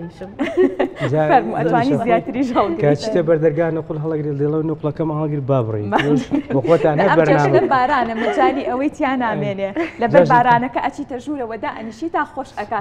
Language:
Central Kurdish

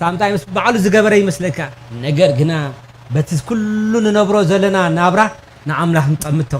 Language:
Tigrinya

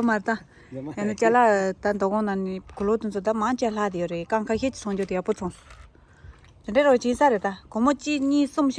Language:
Tibetan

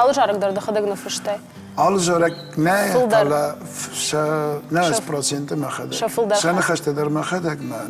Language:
Ossetic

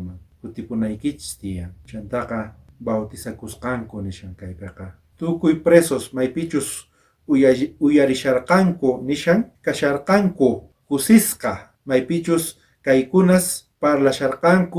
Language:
South Bolivian Quechua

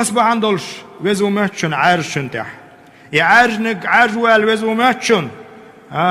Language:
Chechen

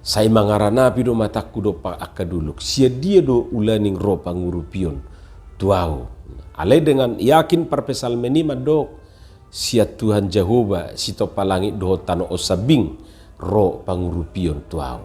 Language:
Batak Toba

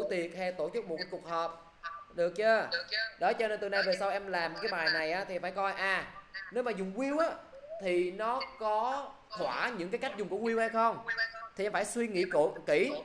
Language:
Vietnamese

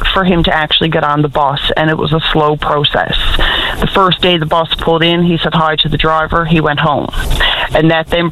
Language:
English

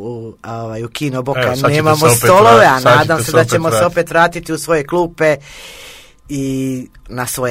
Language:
Croatian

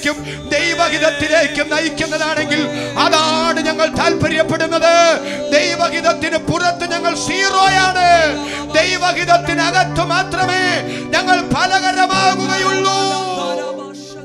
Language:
Malayalam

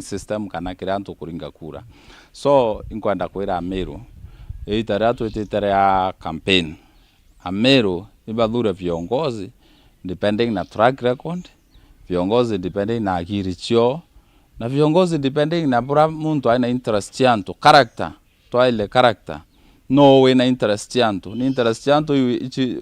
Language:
Meru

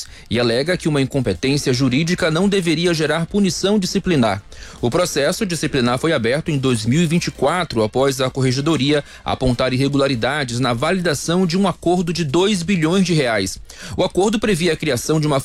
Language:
Portuguese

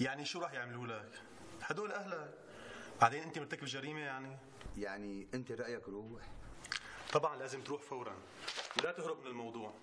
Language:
North Levantine Arabic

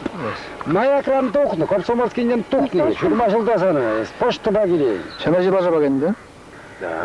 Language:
Chuvash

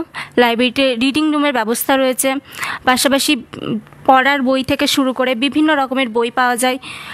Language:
Bangla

